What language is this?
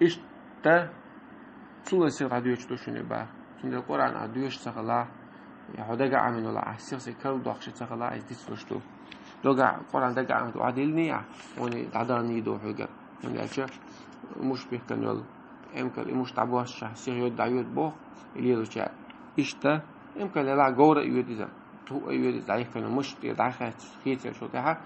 Chechen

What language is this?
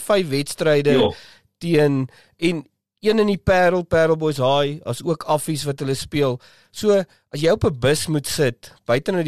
Afrikaans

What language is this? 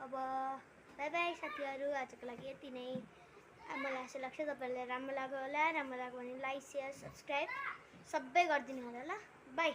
Nepali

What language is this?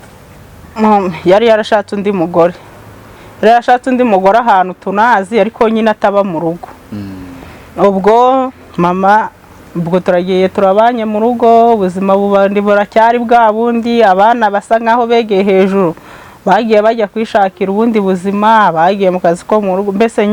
Kinyarwanda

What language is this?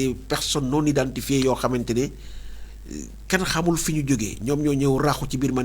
Wolof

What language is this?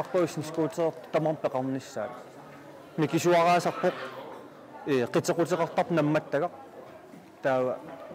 Kalaallisut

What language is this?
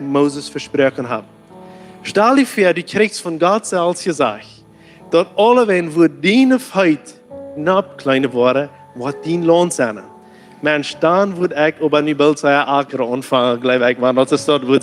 Plautdietsch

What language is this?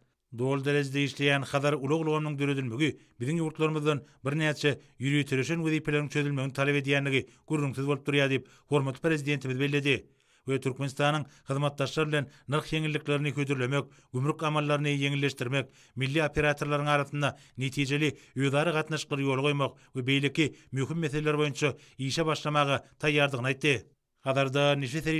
Turkmen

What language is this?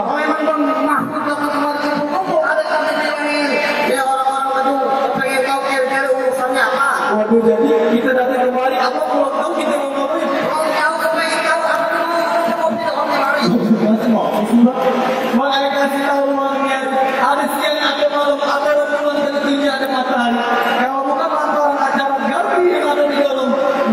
Betawi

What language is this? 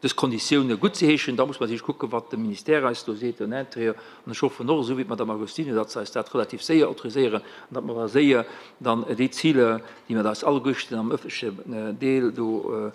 Luxembourgish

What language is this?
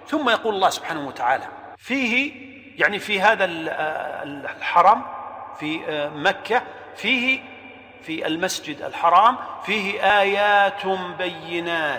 Arabic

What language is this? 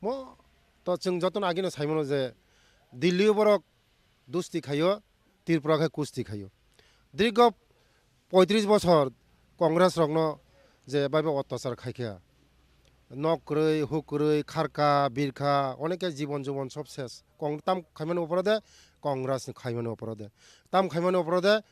Kok Borok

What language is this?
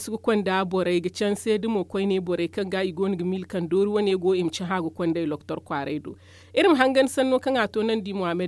Zarma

